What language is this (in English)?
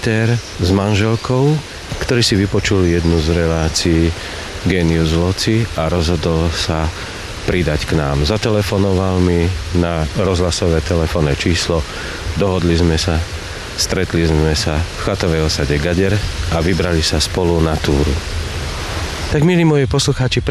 Slovak